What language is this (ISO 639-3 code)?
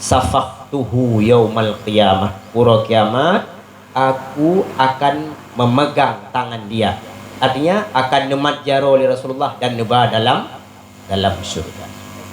ace